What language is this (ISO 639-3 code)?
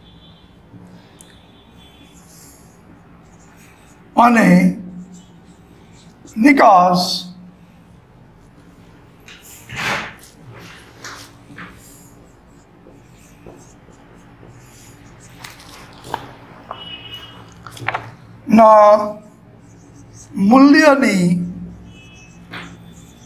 guj